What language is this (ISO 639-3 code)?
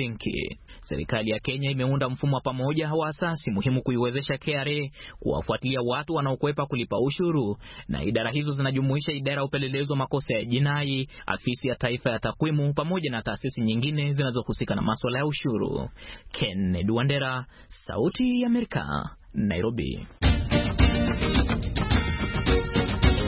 swa